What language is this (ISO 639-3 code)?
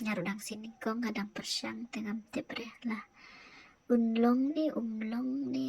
kha